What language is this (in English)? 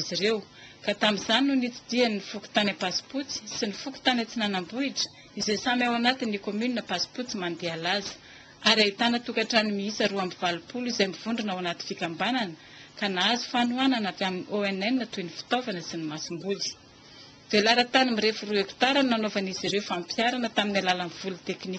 Malagasy